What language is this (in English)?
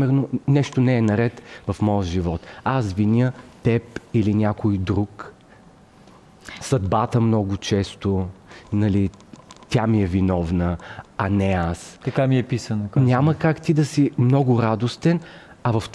Bulgarian